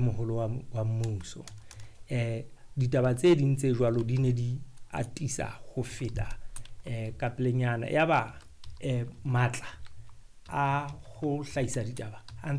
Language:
Southern Sotho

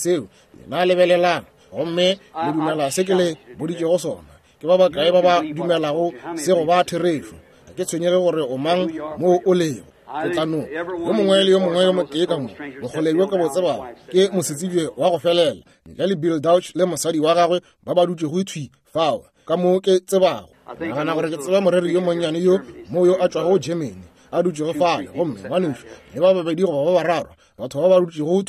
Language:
Northern Sotho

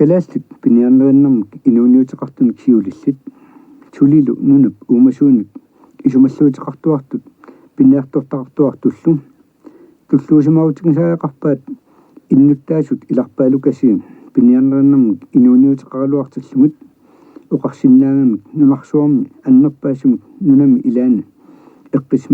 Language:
Kalaallisut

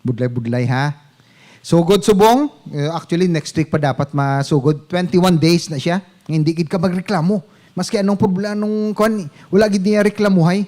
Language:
Hiligaynon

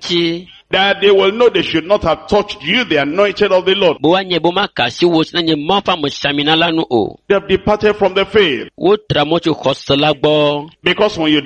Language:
Ewe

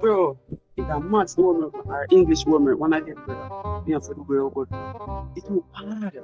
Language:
Jamaican Creole English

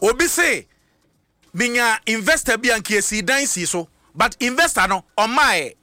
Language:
Akan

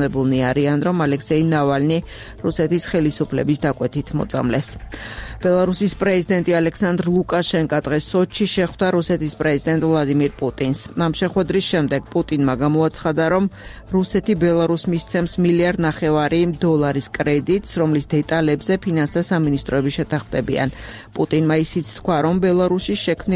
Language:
Georgian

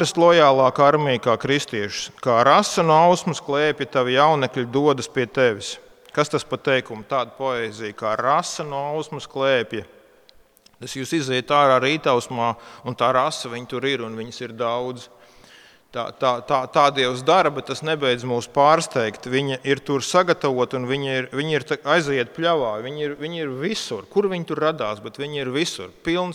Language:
Latvian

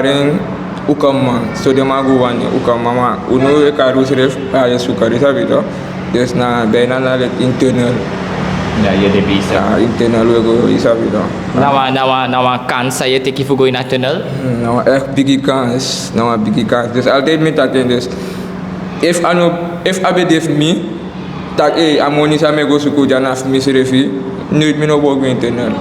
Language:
Sranan Tongo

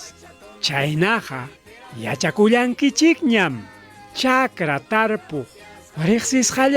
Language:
Ayacucho Quechua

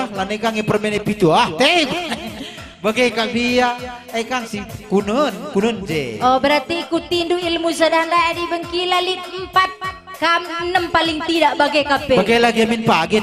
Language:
Batak Karo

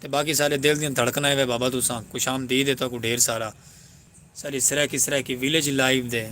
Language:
Saraiki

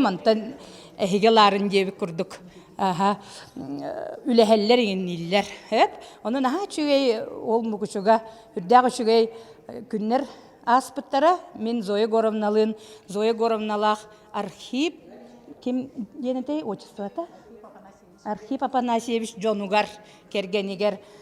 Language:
Yakut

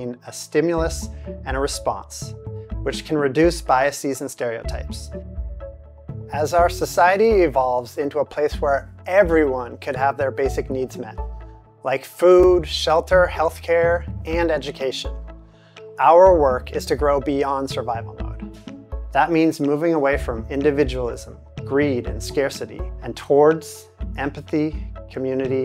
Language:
English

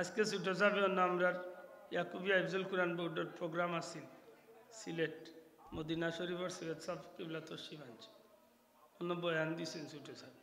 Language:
Sylheti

